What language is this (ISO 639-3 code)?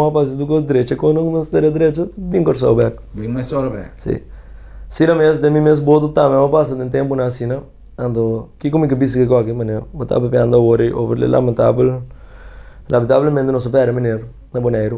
pap